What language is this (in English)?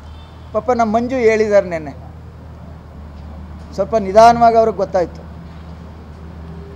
Kannada